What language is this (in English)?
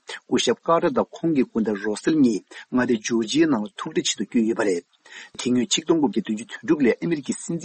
Tibetan